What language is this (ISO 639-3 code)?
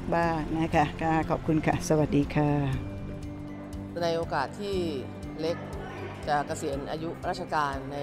tha